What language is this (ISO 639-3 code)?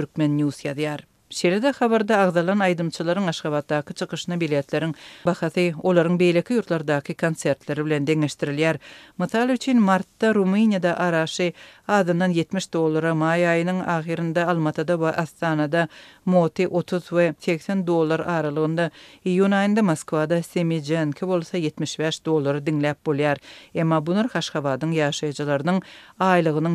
tuk